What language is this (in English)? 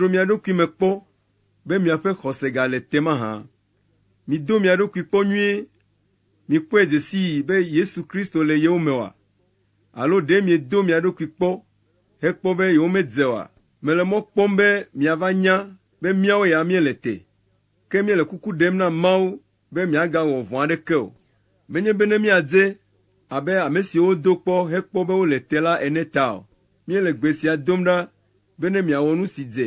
Ewe